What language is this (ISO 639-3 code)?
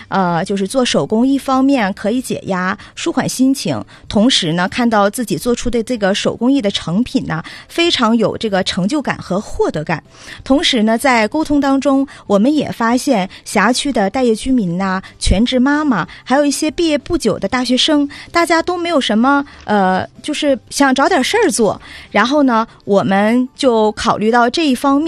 zho